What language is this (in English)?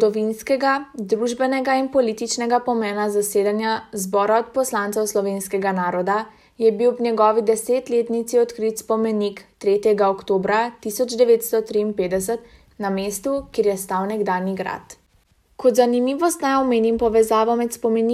Slovenian